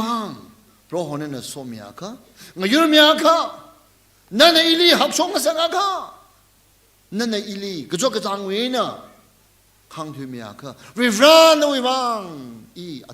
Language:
Tangkhul Naga (India)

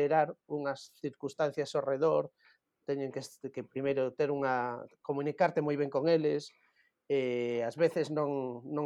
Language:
Galician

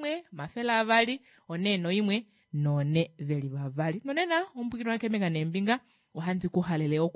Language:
Kuanyama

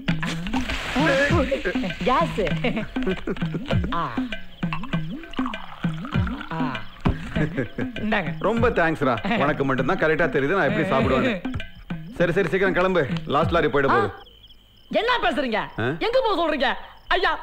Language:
Tamil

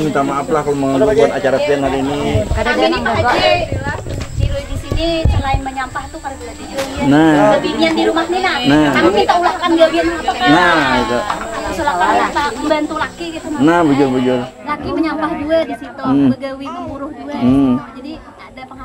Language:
Banjar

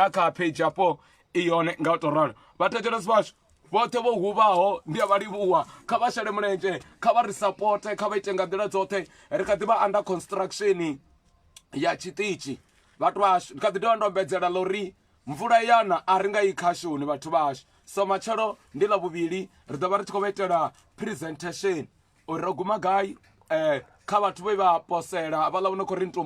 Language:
Venda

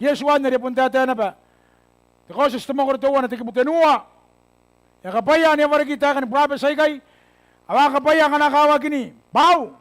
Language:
Gilbertese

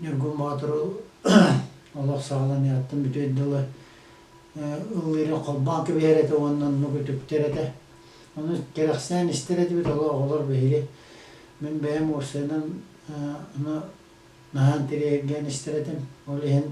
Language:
Yakut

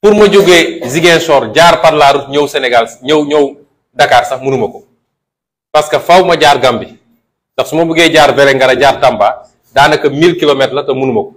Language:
Wolof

